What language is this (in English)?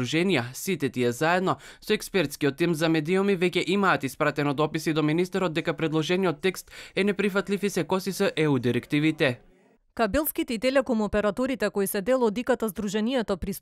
Macedonian